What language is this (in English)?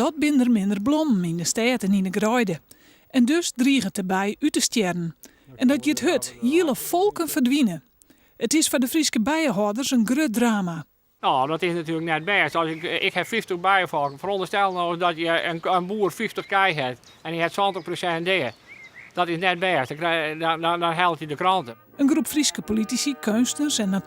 Western Frisian